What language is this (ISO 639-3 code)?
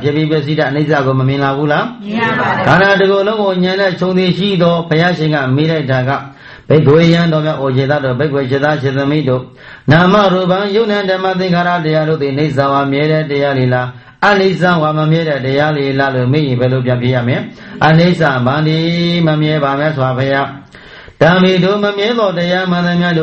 mya